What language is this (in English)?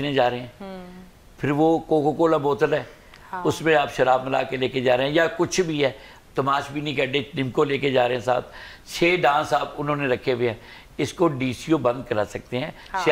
Urdu